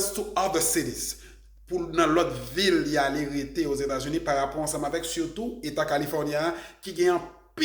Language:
Haitian Creole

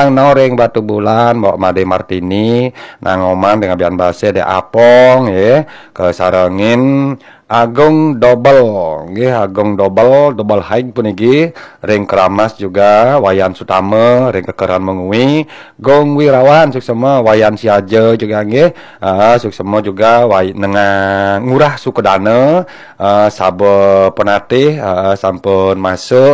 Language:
Balinese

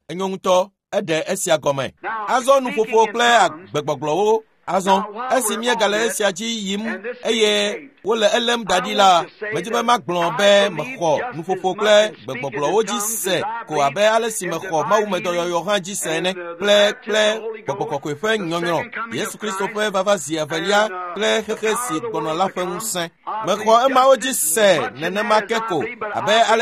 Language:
Ewe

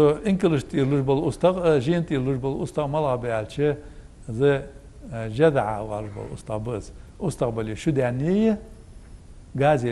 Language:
Ingush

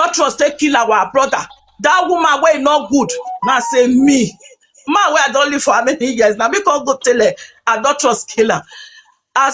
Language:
Nigerian Pidgin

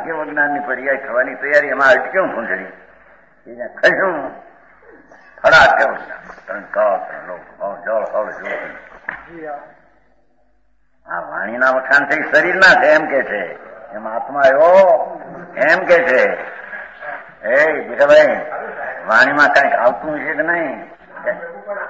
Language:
Gujarati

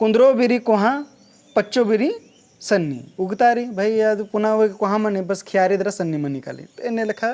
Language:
Kurukh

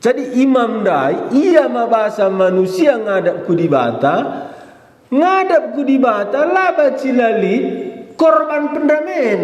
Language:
Batak Karo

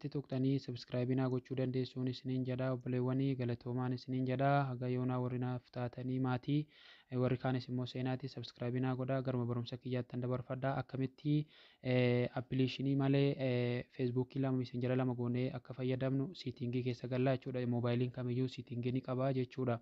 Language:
Oromo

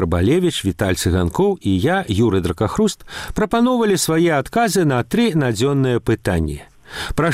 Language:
Belarusian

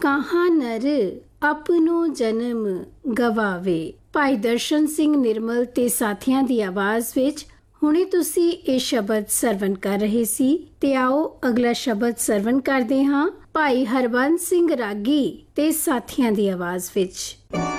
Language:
Punjabi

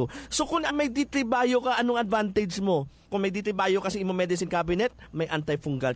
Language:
Hiligaynon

